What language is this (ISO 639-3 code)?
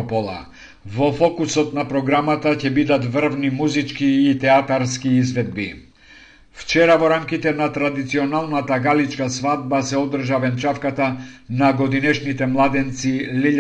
mkd